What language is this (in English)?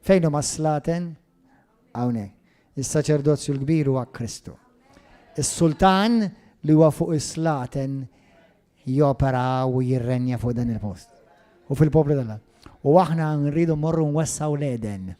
Maltese